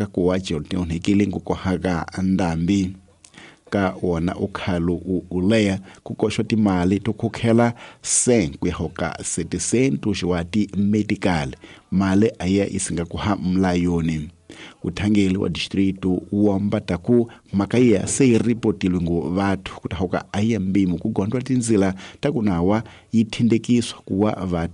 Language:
Tsonga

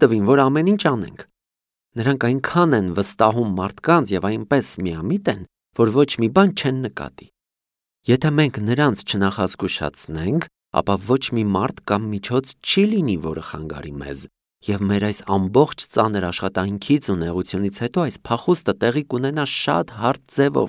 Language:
Armenian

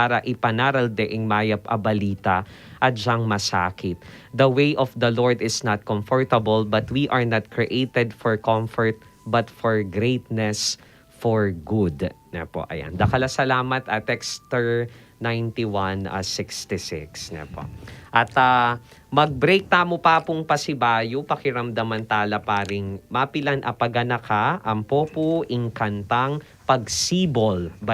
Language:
Pampanga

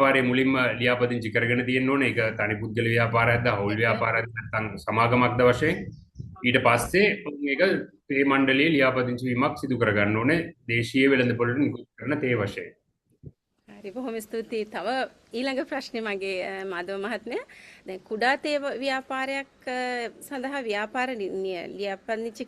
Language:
Sinhala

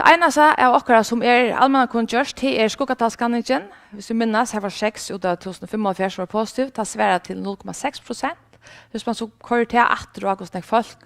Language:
Faroese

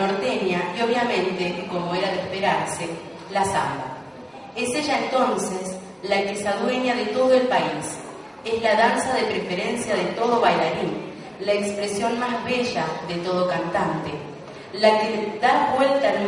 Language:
Spanish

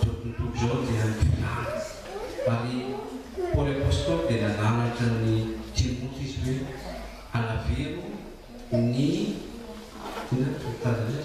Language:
Malagasy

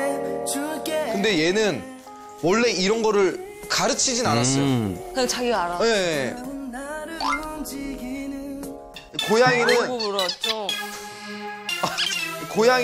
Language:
Korean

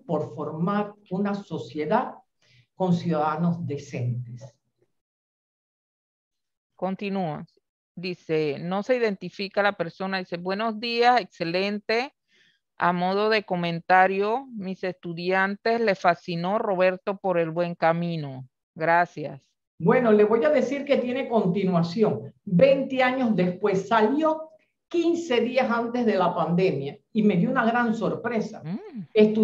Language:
Spanish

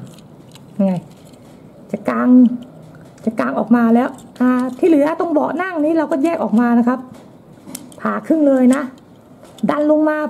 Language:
Thai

